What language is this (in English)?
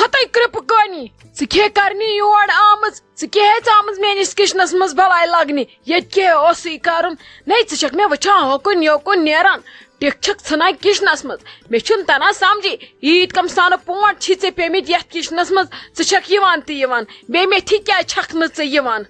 Kashmiri